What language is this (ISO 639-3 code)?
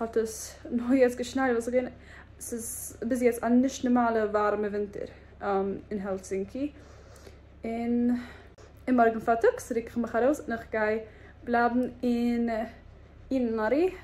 yid